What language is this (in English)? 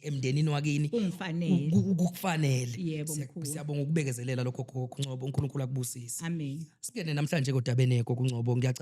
Zulu